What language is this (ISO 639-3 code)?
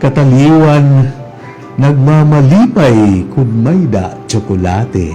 war